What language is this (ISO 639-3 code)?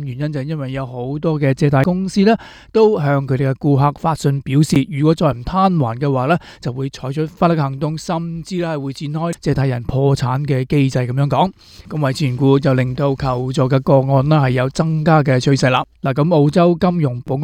yue